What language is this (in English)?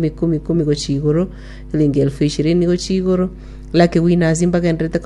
Gusii